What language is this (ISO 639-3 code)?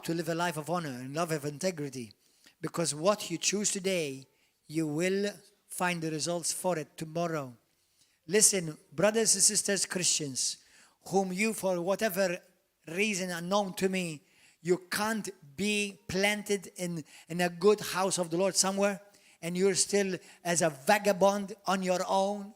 eng